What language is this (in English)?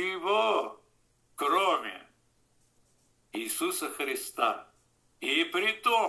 Russian